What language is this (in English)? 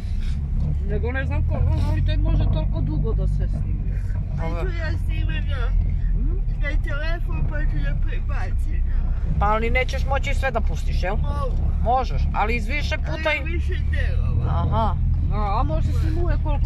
Serbian